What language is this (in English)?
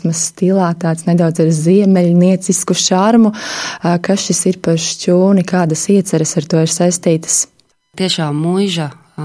Latvian